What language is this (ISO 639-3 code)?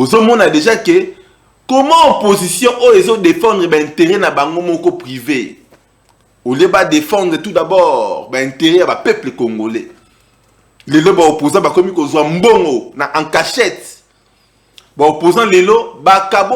lin